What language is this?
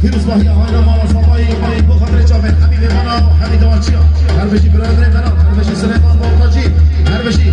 Kurdish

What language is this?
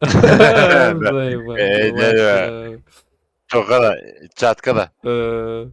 Yakut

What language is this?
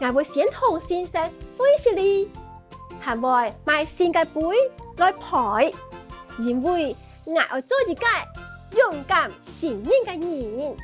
Hakka Chinese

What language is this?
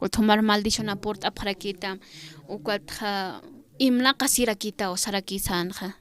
Aymara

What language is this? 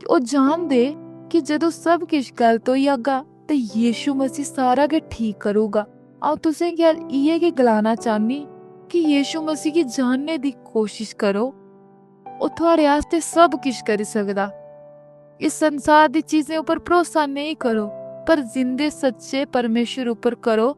Dogri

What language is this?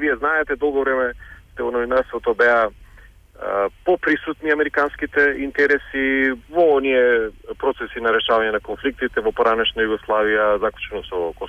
Macedonian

